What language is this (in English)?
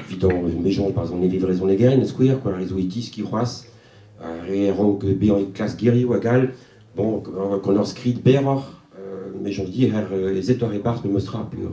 Breton